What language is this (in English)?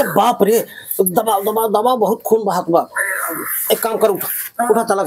Awadhi